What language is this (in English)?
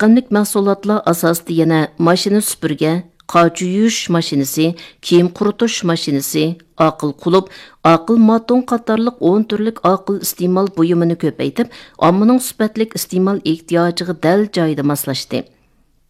Uyghur